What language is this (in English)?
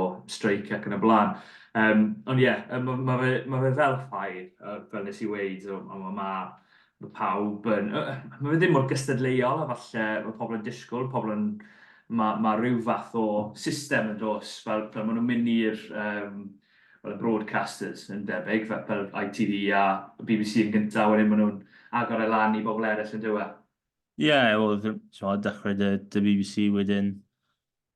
Welsh